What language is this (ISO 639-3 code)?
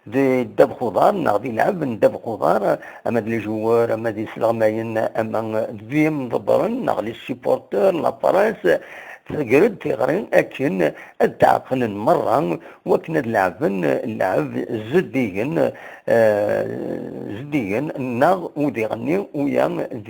kab